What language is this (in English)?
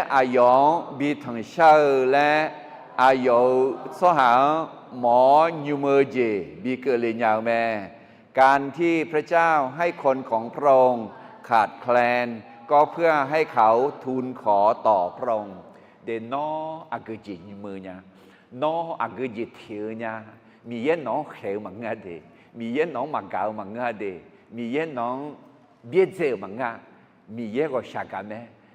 Akha